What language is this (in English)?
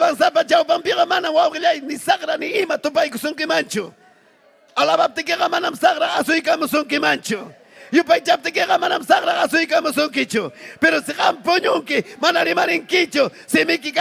Ayacucho Quechua